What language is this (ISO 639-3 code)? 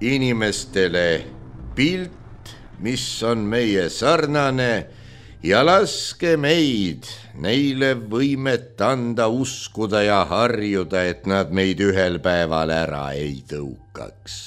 est